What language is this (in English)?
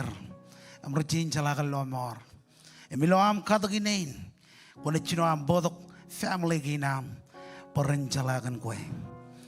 Marshallese